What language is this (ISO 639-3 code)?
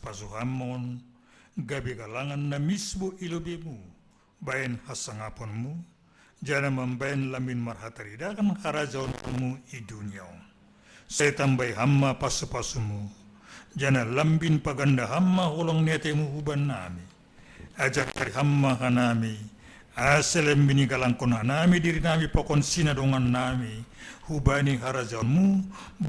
bts